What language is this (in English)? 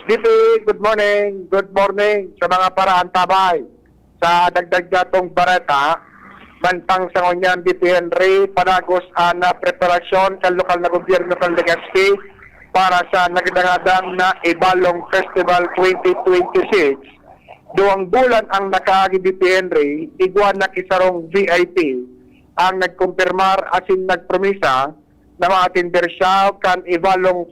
Bikol